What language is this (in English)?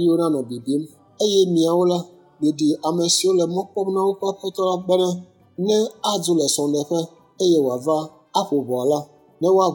Ewe